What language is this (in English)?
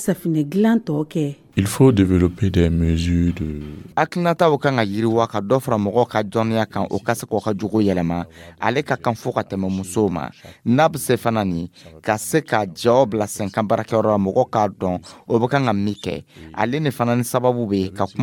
Dyula